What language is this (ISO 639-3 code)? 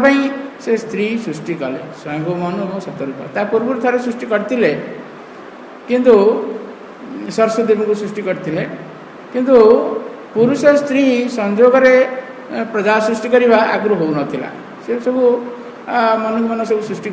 ori